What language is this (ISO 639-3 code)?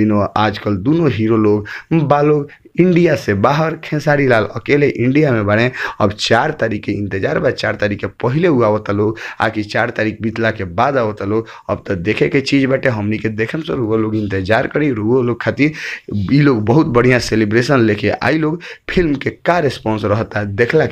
bho